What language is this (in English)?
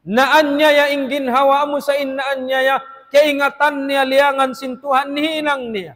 Tausug